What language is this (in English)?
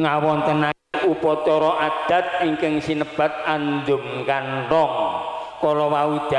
Javanese